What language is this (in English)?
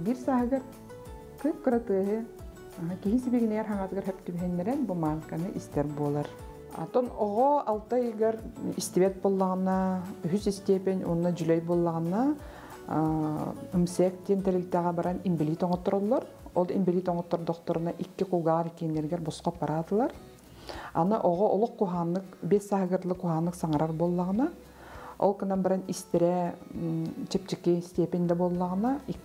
Yakut